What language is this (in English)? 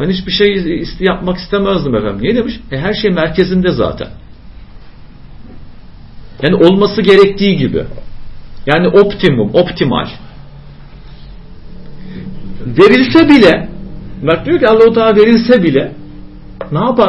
Turkish